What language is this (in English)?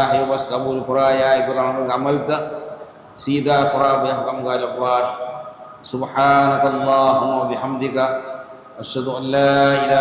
Divehi